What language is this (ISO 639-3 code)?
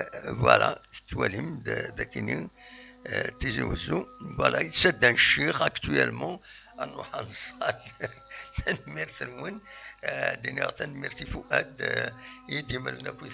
kab